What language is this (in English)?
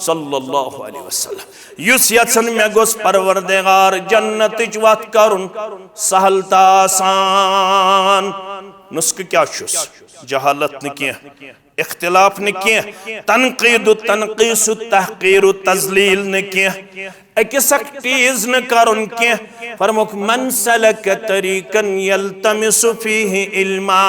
Kashmiri